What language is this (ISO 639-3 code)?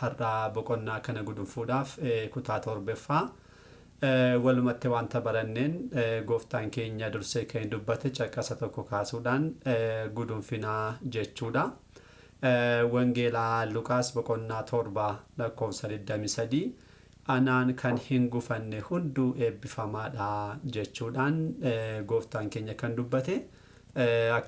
orm